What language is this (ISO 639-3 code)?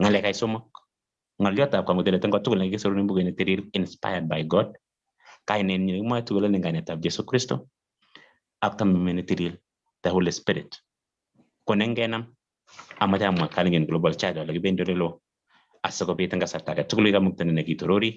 kln